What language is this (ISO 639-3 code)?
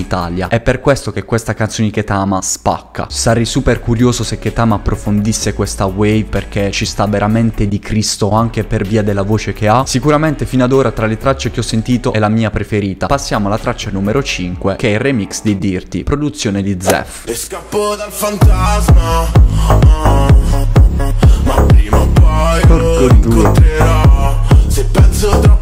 ita